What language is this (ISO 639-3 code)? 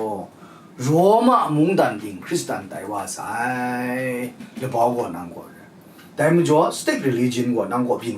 kac